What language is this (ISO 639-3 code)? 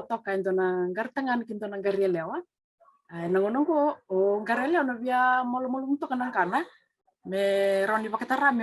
fij